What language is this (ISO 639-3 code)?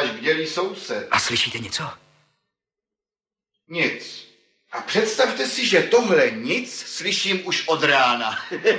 ces